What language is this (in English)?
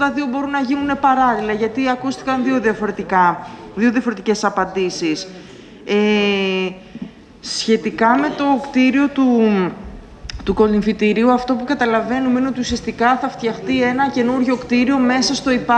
Greek